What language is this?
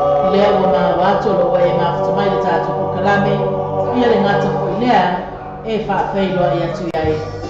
Samoan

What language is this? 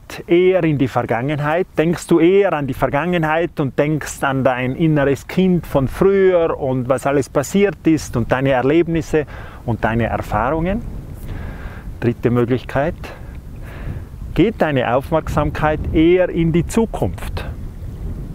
German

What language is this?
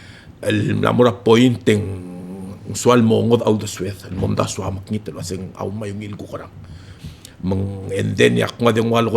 Palauan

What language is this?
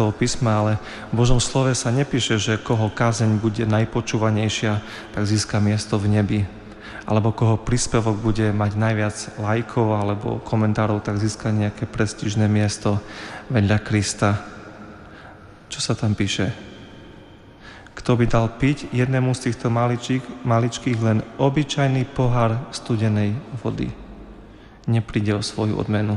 Slovak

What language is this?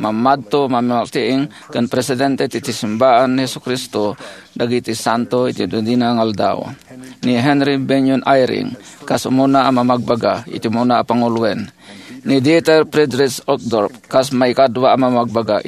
Iloko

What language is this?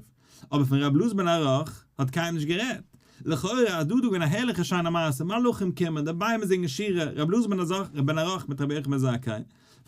Yiddish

